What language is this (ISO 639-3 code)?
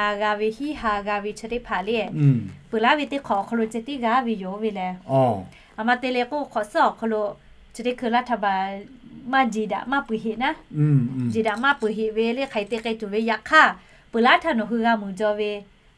lhu